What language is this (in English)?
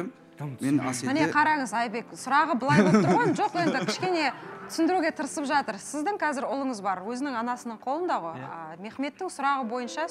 Kazakh